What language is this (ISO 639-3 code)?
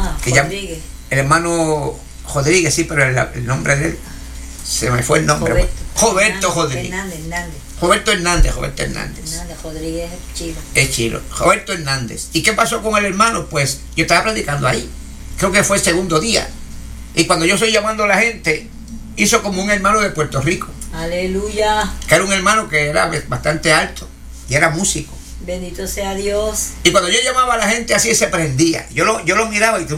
spa